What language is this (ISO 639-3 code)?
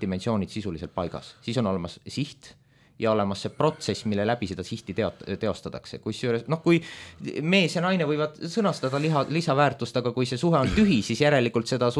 est